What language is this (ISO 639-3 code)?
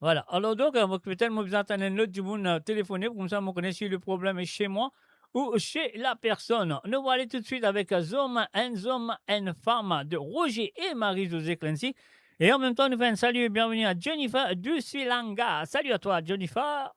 mfe